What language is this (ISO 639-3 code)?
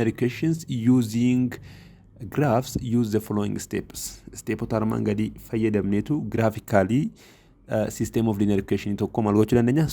orm